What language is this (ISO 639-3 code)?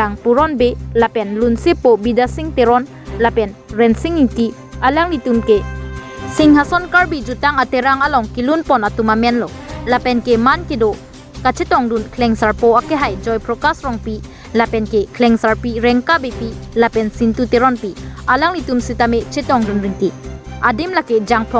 mjw